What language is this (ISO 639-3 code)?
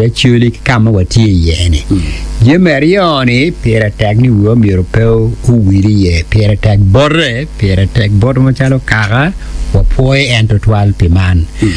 ach